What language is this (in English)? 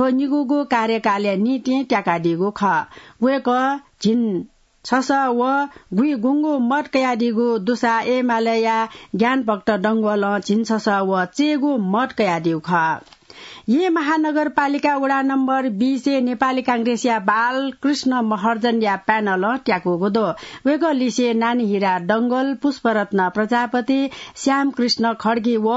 Newari